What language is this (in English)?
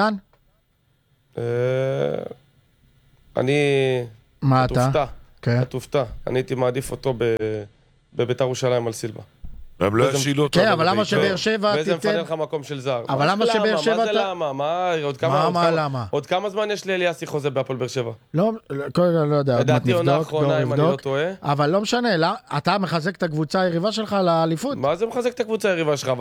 Hebrew